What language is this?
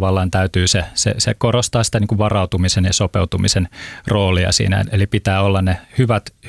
Finnish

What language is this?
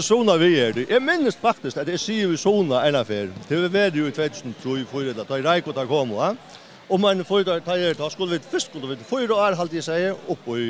Faroese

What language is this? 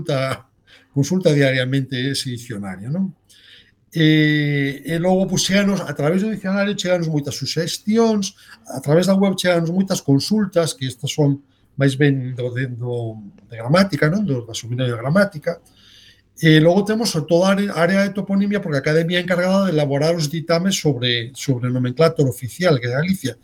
Galician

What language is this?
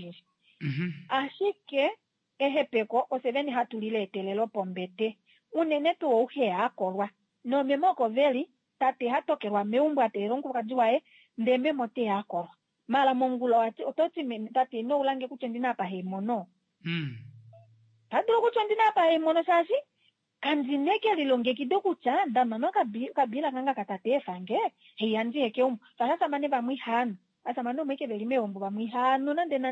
Kuanyama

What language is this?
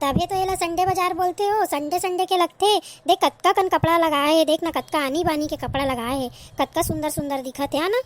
Chhattisgarhi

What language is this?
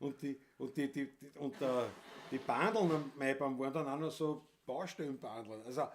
Bavarian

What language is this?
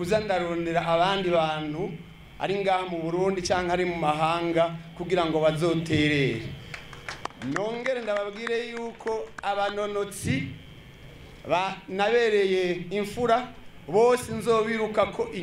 Rundi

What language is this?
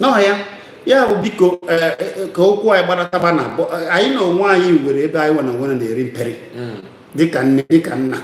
Igbo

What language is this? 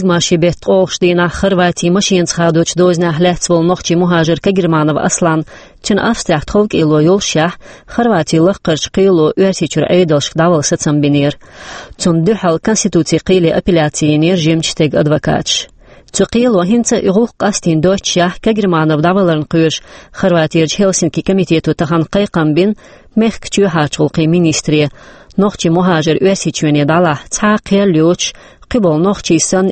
Chechen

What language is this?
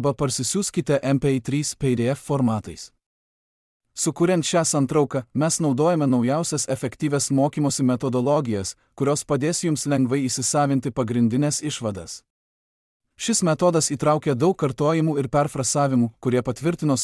Lithuanian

